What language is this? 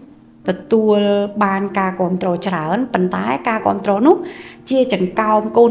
Khmer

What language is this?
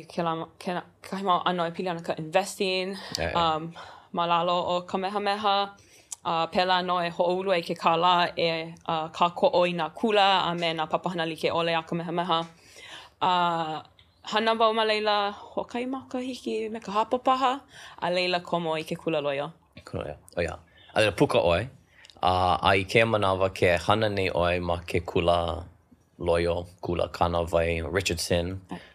Hawaiian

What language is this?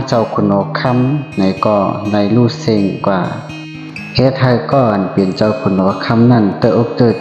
Shan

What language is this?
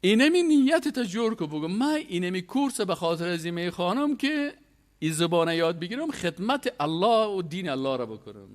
Persian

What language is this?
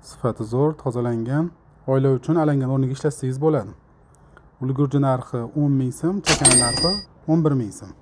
Uzbek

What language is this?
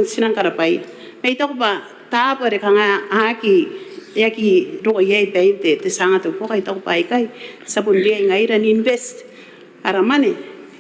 Gilbertese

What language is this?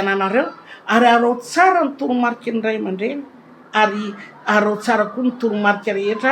Malagasy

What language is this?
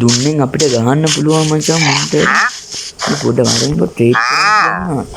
Sinhala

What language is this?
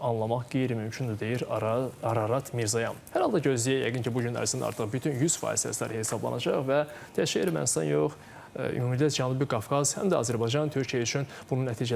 Azerbaijani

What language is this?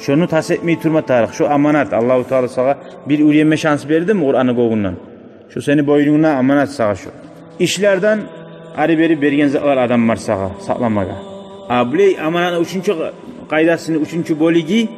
Kumyk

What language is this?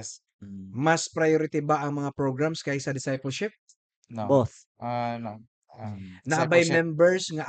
Cebuano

